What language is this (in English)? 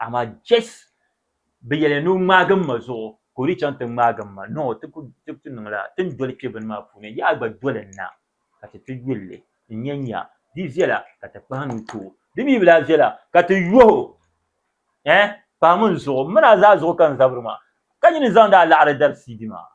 Dagbani